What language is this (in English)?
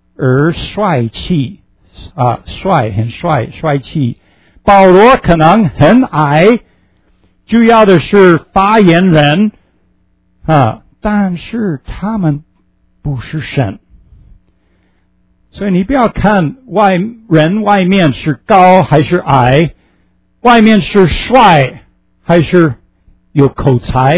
Chinese